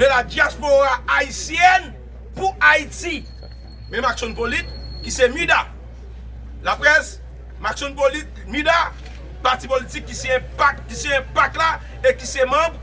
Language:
Haitian Creole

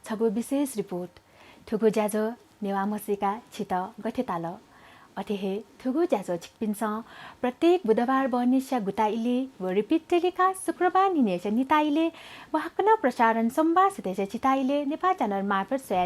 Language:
Newari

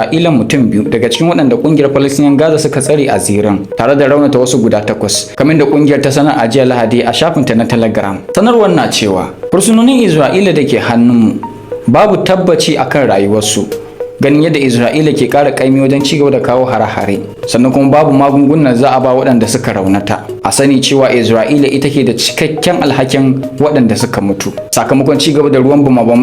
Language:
Hausa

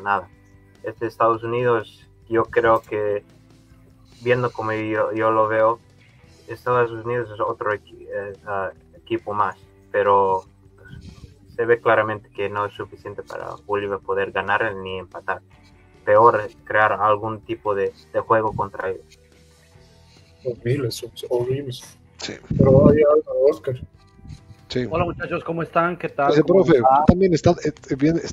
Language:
Spanish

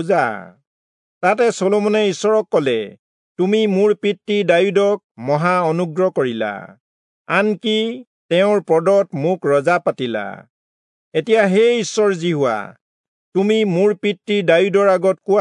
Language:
Assamese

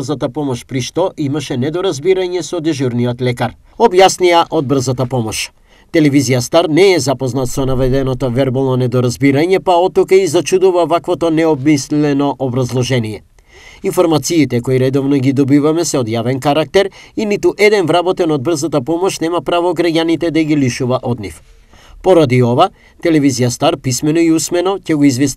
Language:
Macedonian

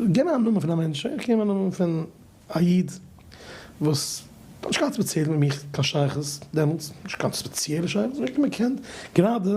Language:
Yiddish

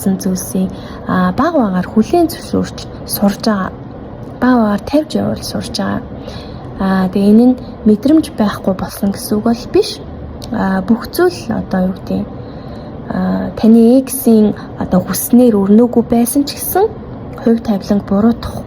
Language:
Mongolian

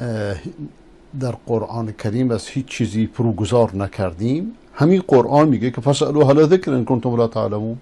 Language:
Persian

